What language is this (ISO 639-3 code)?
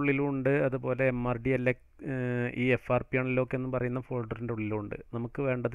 mal